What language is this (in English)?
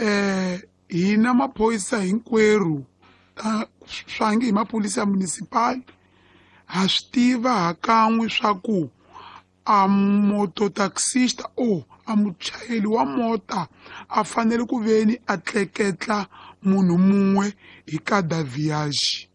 Tsonga